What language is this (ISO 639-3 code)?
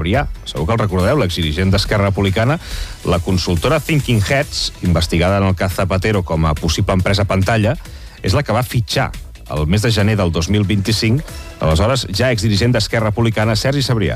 cat